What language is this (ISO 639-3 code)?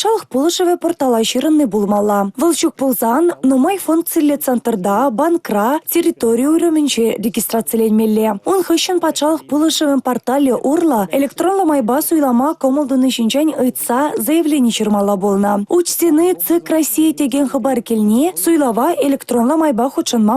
chv